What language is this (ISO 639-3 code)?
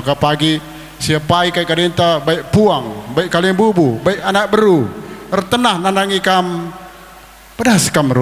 btx